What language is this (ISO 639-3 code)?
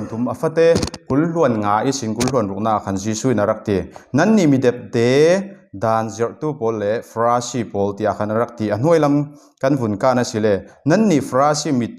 cfm